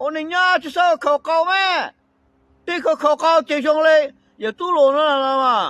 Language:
Hmong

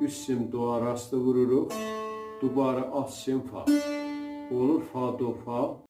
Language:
South Azerbaijani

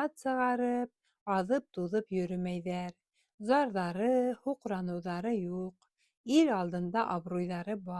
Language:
Bashkir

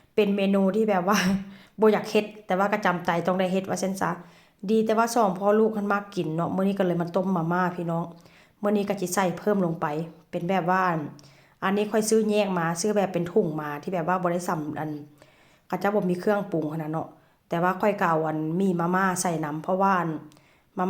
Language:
Northeastern Thai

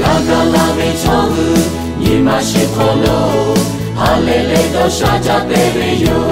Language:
Lahu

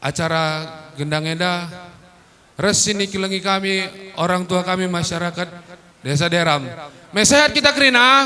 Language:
Batak Karo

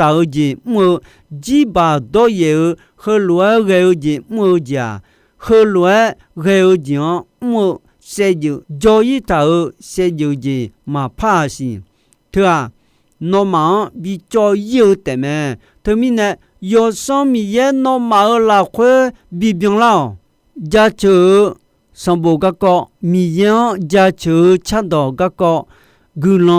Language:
Akha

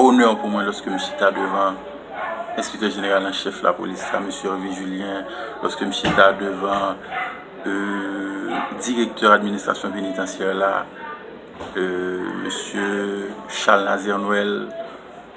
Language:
Haitian Creole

